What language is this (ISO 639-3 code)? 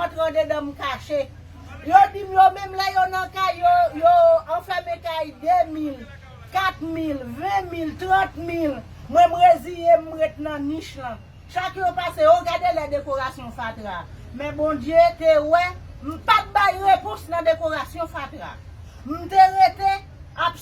hat